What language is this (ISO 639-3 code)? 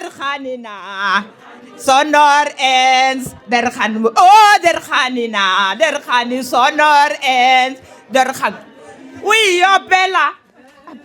nso